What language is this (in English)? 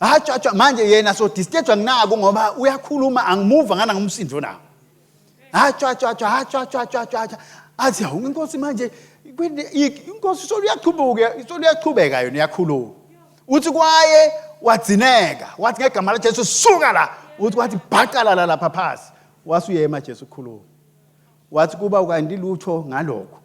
Swati